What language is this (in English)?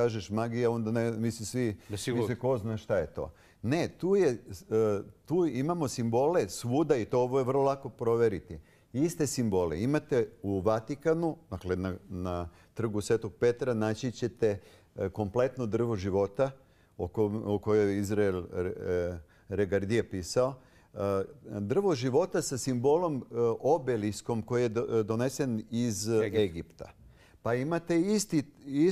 Serbian